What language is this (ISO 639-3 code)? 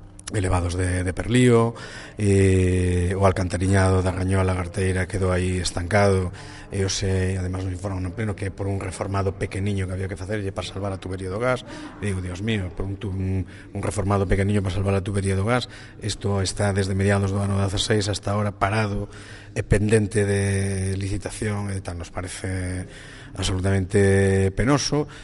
glg